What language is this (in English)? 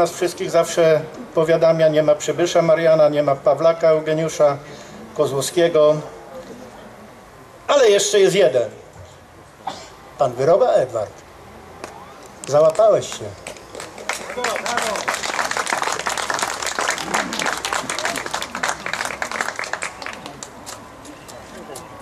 Polish